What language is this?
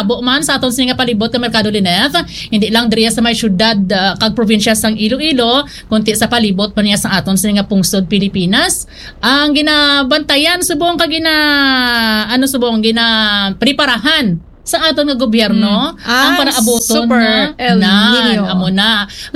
Hiligaynon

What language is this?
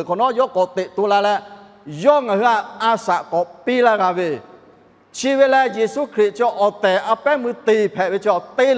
Lahu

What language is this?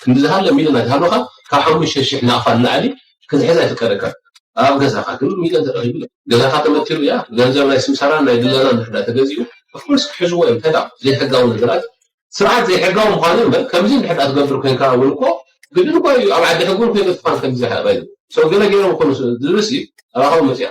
Tigrinya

